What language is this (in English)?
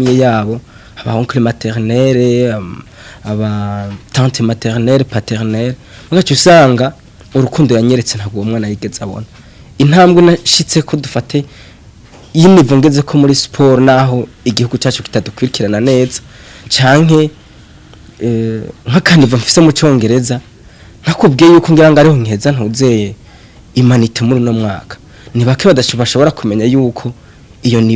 Rundi